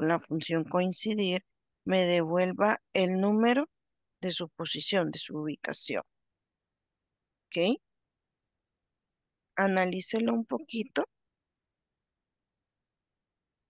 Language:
Spanish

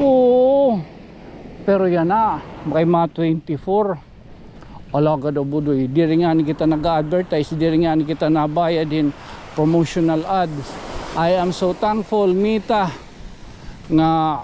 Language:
Waray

